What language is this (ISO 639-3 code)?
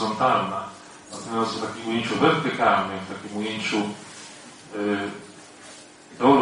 pol